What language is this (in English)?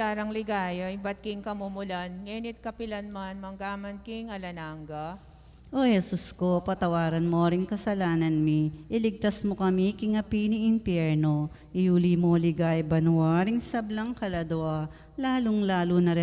Pampanga